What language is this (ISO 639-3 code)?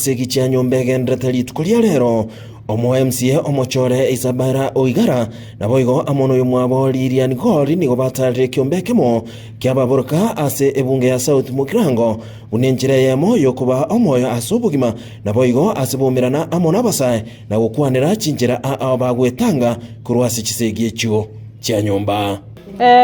guz